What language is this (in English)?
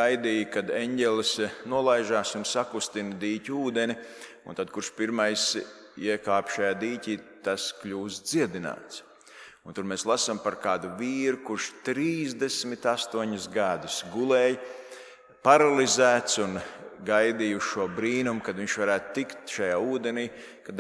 Latvian